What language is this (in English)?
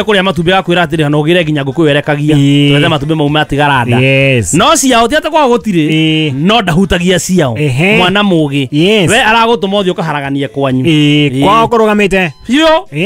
Kikuyu